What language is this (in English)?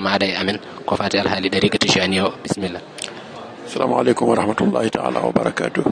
Fula